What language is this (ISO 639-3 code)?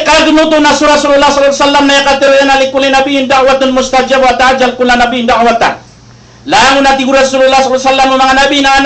mrw